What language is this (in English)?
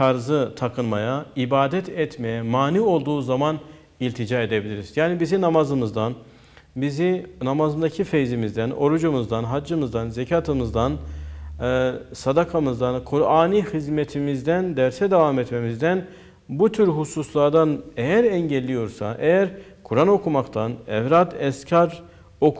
Turkish